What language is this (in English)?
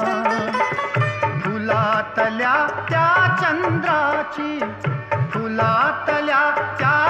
Marathi